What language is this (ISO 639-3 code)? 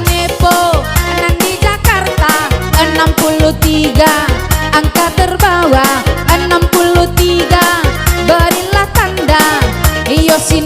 min